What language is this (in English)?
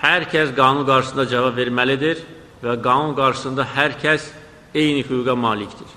Azerbaijani